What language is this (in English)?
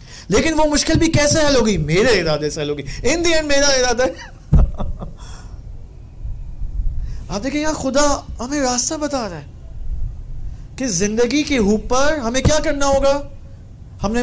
Urdu